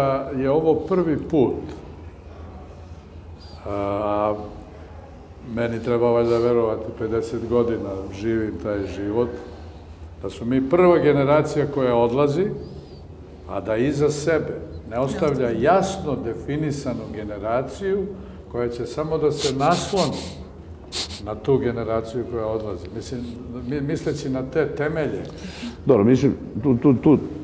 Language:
Serbian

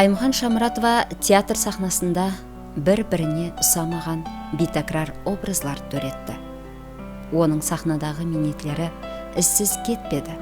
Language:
Kara-Kalpak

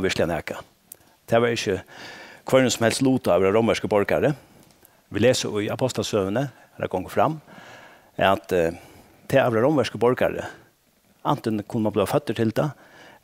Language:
Faroese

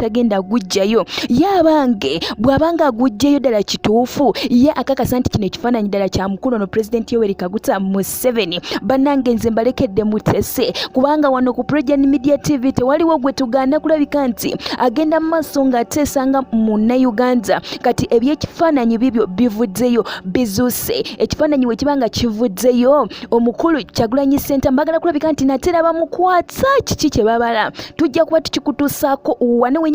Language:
Ganda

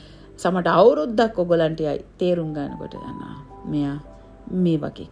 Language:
Sinhala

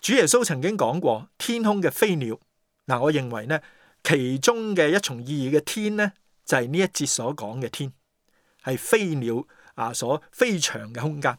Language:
Cantonese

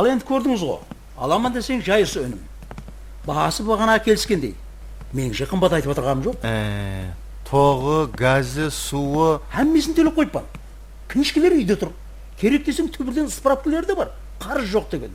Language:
Kara-Kalpak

